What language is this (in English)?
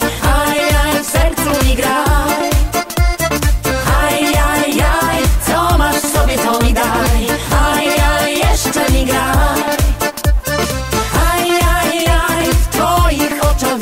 Polish